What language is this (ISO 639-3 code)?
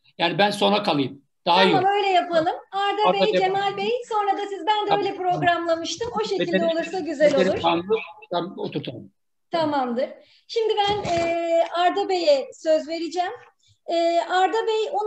tur